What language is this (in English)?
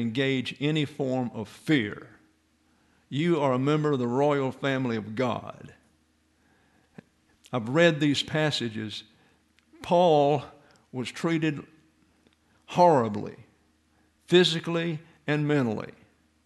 English